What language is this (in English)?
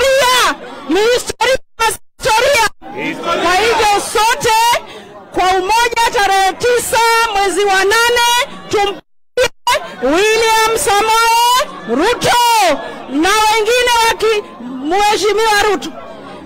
Swahili